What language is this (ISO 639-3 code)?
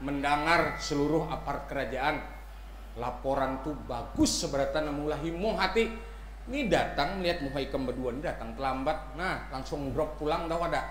bjn